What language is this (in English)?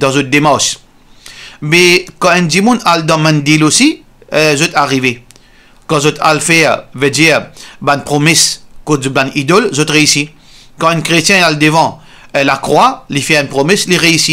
Morisyen